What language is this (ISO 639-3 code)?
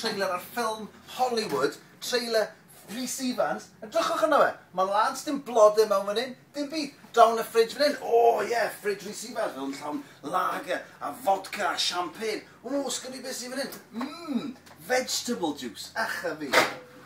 cym